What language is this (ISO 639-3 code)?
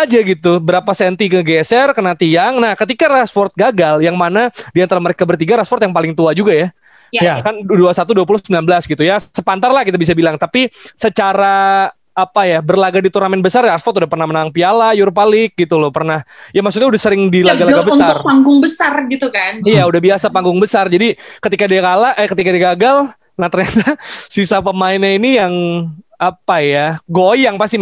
ind